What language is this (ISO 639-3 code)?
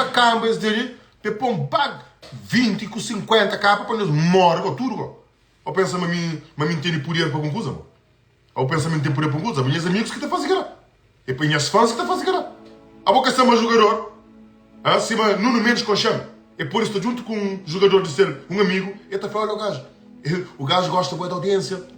kea